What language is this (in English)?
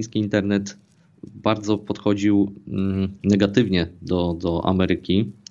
Polish